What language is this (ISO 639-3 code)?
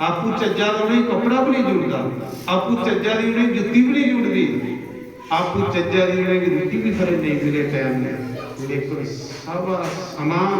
doi